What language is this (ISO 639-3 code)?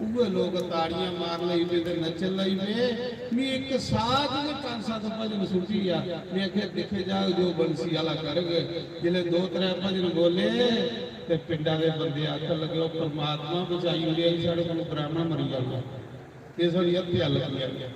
doi